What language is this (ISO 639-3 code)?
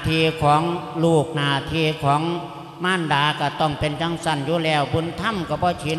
lao